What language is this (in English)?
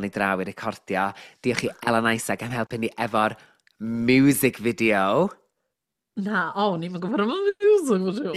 Welsh